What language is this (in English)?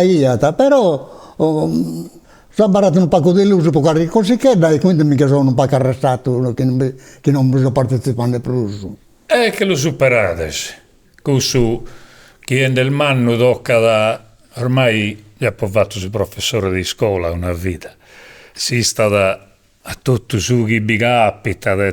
Sardinian